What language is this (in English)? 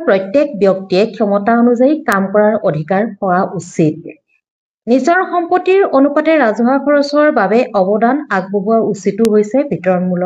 Assamese